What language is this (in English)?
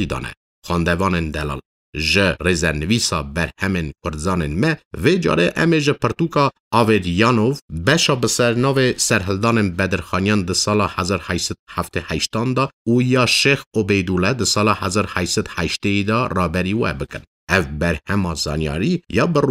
Kurdish